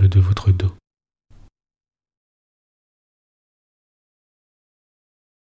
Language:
French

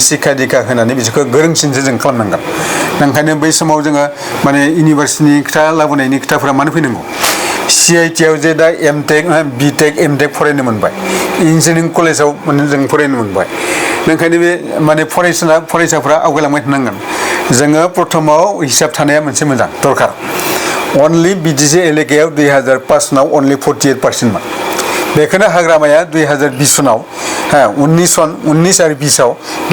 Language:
Bodo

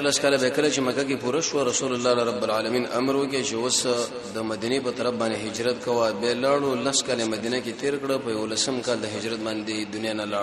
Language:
Pashto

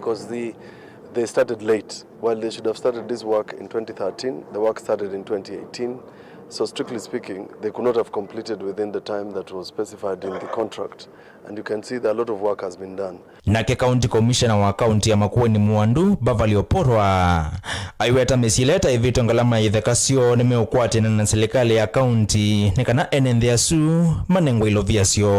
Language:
Kamba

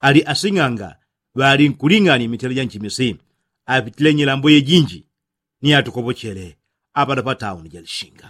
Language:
Yao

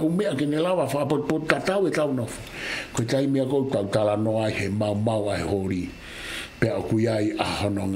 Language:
Tongan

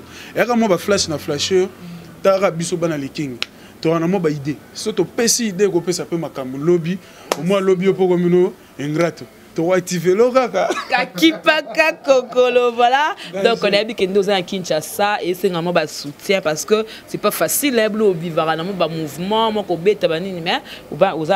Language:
Lingala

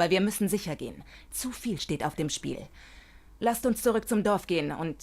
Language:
Swiss German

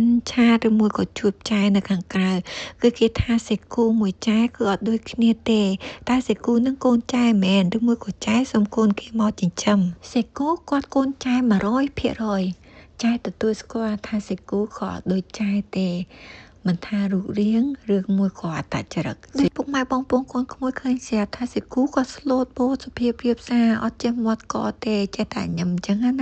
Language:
Khmer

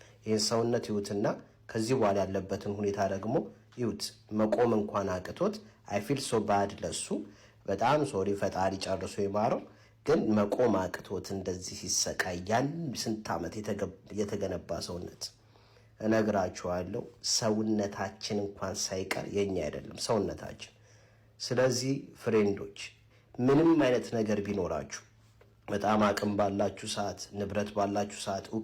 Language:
Amharic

